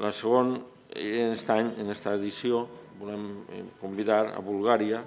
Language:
Catalan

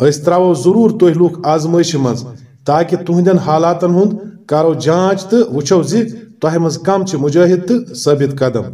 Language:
Kashmiri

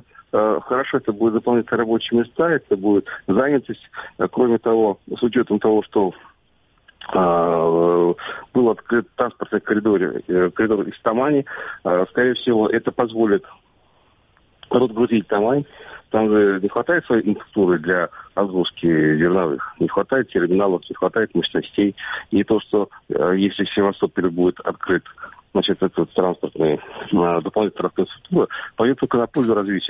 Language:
Russian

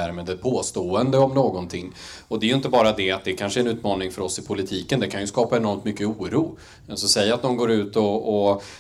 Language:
Swedish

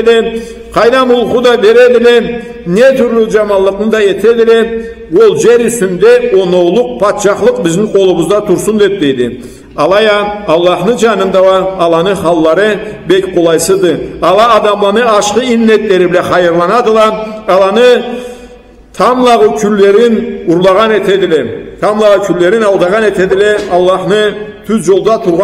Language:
Karachay-Balkar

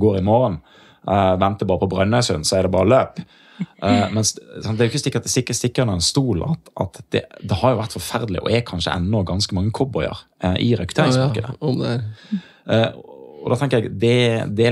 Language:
Norwegian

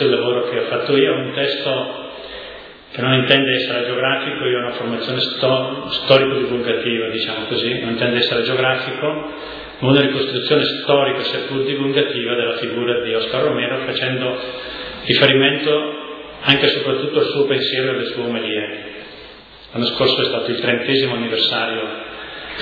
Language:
Italian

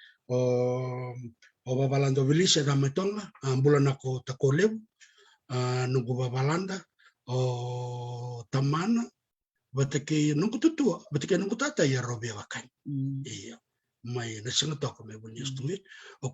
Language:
Fijian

